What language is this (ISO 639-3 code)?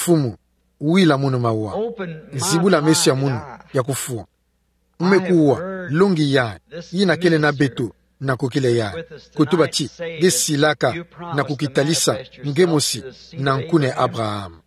ktu